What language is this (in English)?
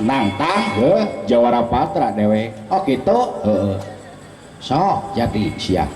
Sundanese